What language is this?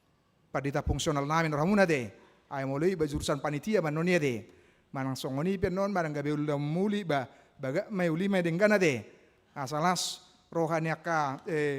Batak Toba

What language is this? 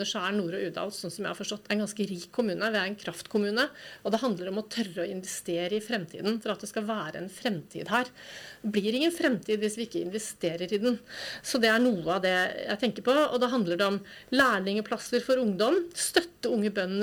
Norwegian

